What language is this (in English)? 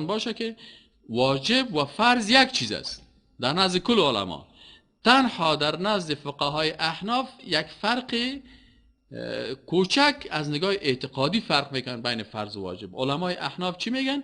Persian